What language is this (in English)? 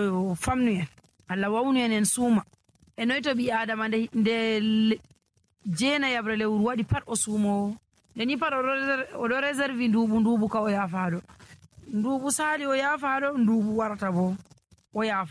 Nigerian Fulfulde